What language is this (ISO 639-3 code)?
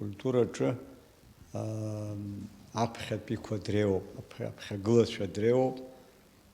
abk